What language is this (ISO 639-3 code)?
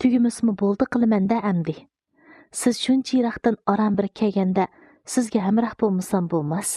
uig